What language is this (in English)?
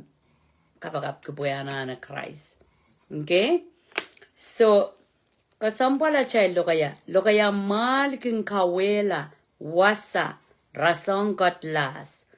Pohnpeian